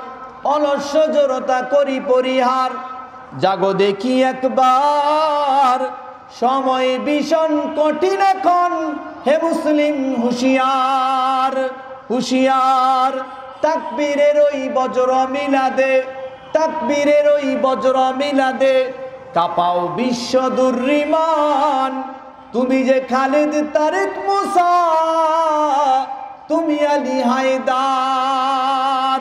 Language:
Bangla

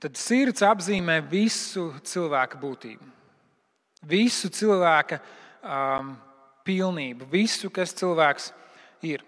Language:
Latvian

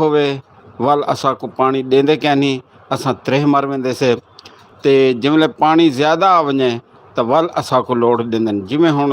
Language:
Saraiki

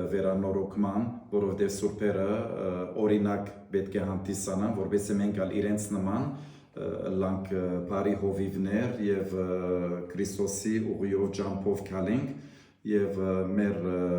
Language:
Western Armenian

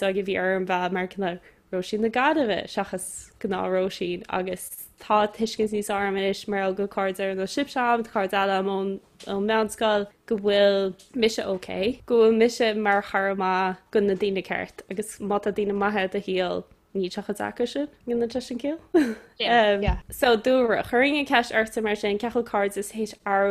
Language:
Irish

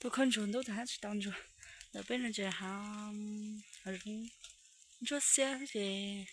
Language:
Hmong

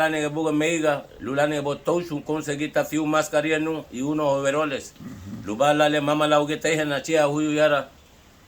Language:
Garifuna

